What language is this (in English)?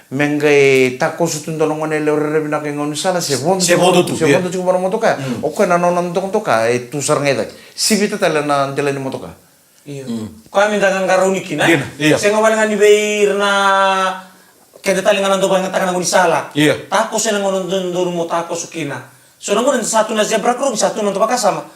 Fijian